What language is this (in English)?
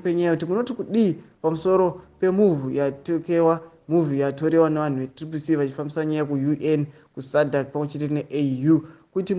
Shona